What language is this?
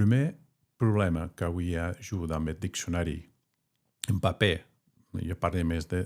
Occitan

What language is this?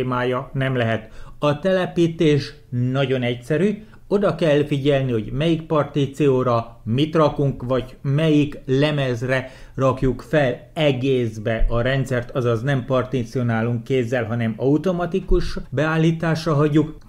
Hungarian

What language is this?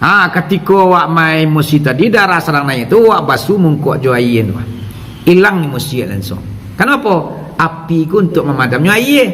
Minangkabau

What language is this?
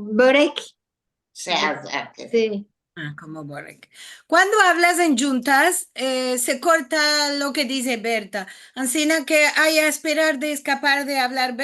Ladino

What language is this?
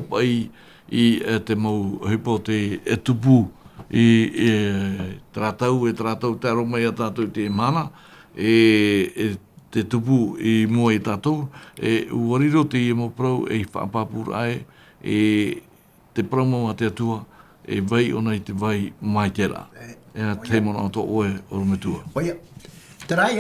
Tahitian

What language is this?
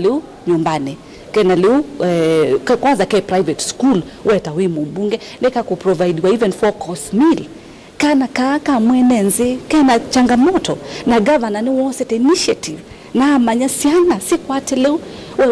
Kamba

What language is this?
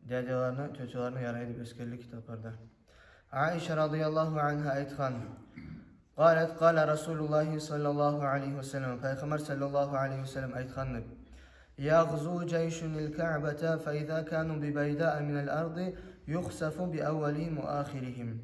Kumyk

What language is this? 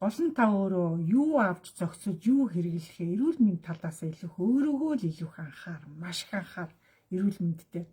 Mongolian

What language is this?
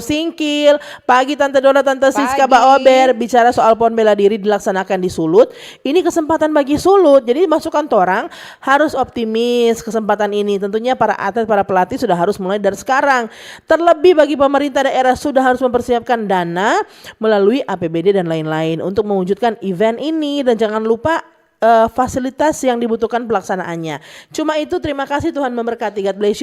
Manado Malay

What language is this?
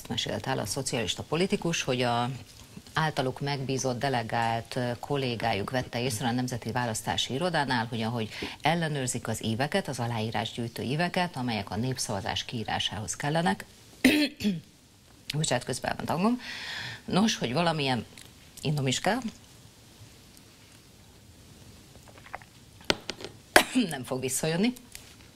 Hungarian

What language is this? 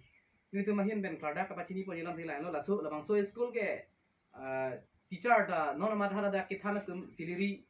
Karbi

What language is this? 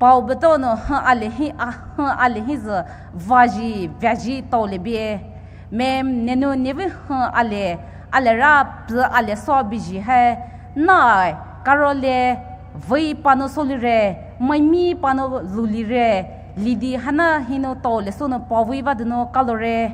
Poumei Naga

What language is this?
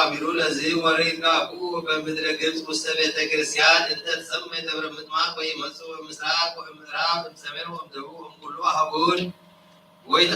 Geez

